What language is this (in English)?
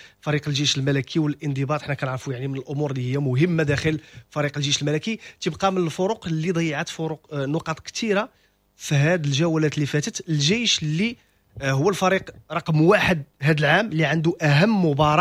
Moroccan Arabic